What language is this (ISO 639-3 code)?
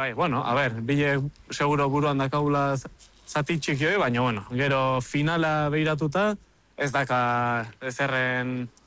eus